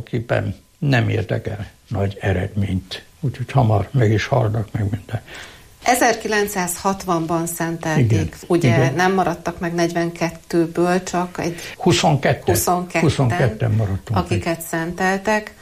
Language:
Hungarian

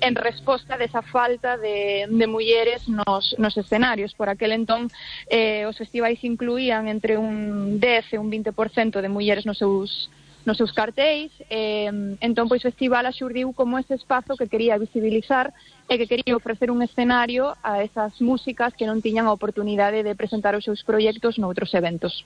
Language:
Galician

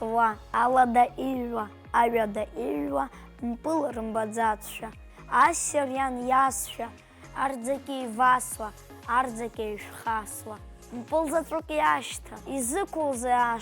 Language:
Abkhazian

